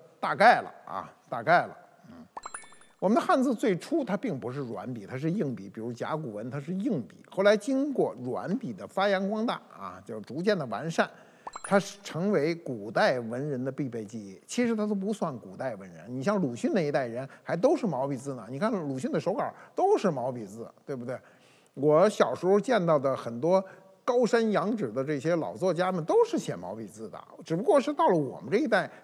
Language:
Chinese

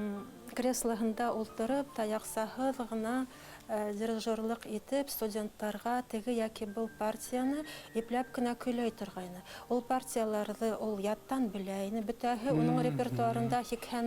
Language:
Bashkir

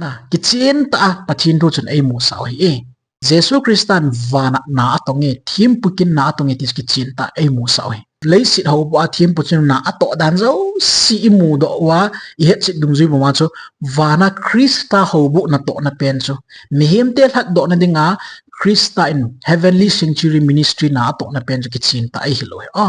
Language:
Thado Chin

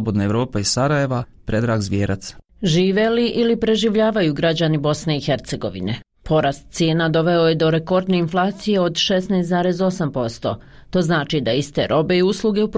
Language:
Bosnian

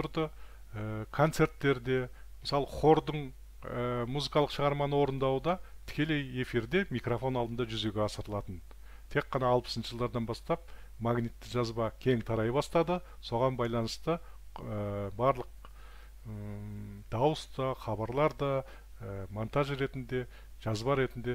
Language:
Kazakh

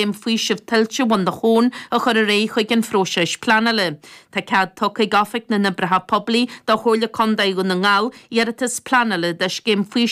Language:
Irish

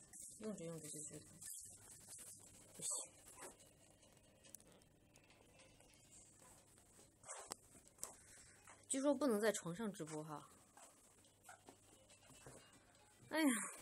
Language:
Chinese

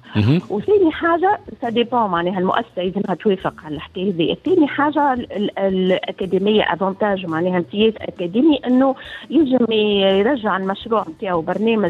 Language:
Tunisian Arabic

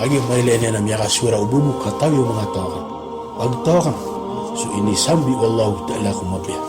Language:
Maranao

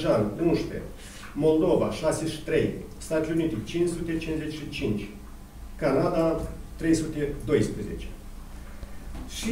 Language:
Romanian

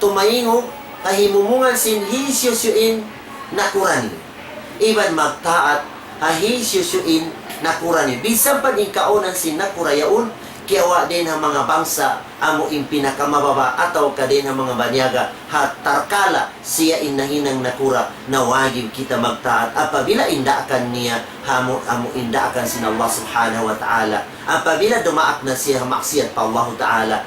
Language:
Tausug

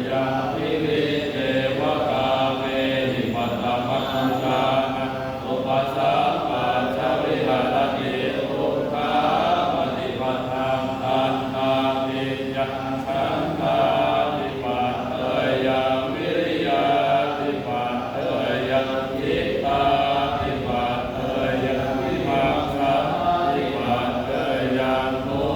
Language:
Pali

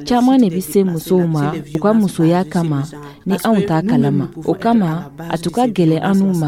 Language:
Dyula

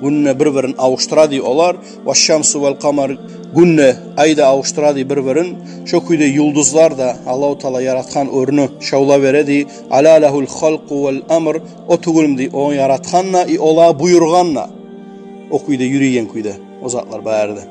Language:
Kumyk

